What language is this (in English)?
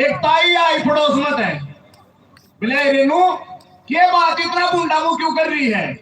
Haryanvi